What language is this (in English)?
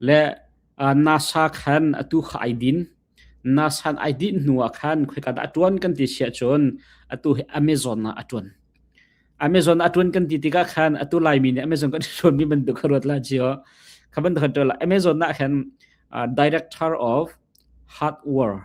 Hakha Chin